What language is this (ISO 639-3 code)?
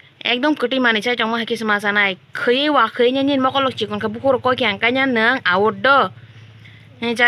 trp